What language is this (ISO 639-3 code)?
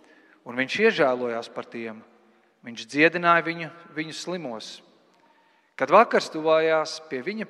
lav